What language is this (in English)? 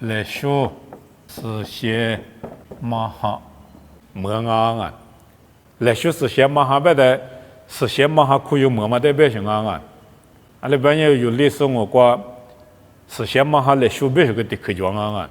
Lisu